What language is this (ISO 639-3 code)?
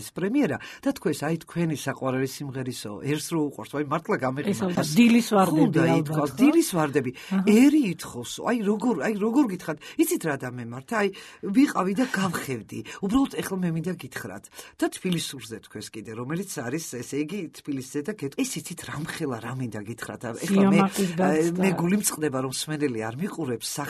kat